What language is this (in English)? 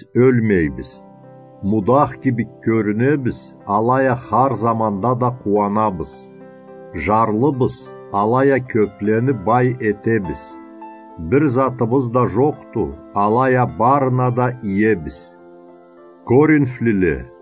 Karachay-Balkar